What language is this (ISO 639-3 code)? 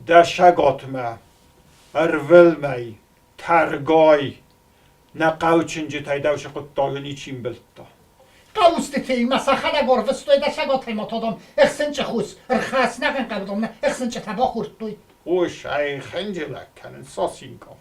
oss